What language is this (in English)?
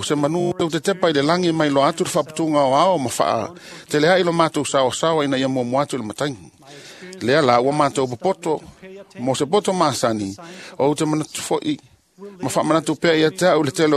Samoan